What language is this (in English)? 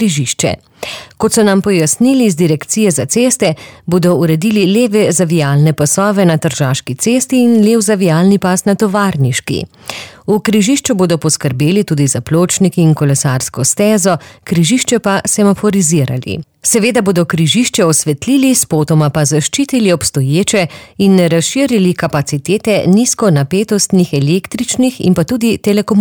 Slovenian